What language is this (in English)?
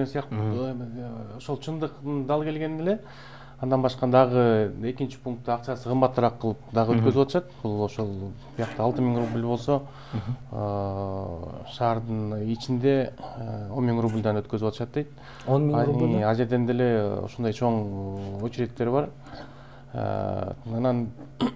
Kyrgyz